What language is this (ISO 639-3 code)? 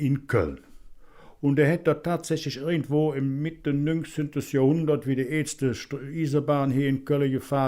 ksh